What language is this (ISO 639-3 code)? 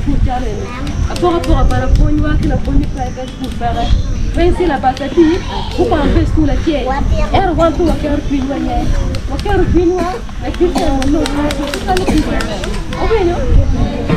ach